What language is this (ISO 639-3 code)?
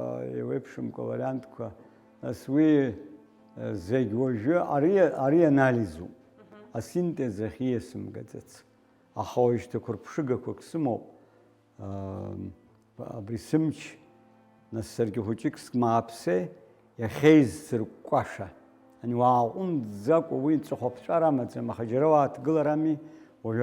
abk